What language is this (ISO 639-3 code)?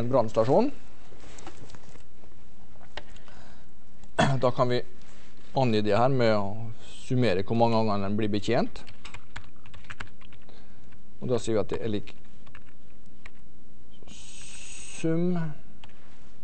nor